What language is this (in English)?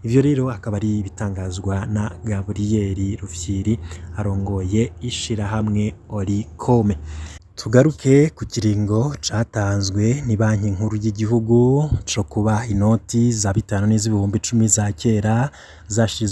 Rundi